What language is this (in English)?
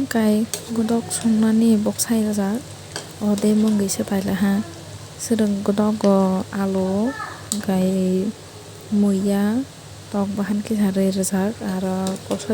Kok Borok